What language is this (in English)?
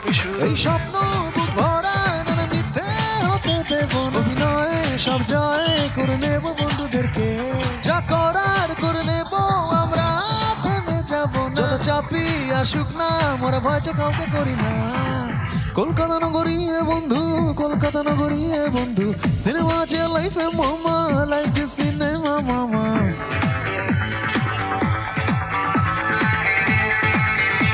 Bangla